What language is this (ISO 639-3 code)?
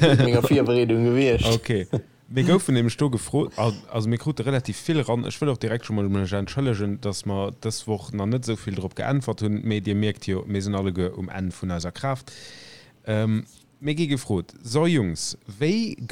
ltz